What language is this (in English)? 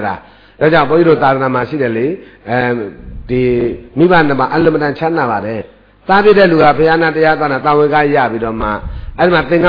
Burmese